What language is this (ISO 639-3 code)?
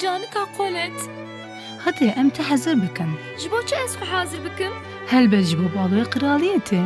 kur